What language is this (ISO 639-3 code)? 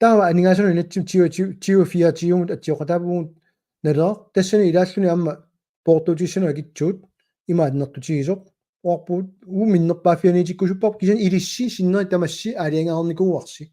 kal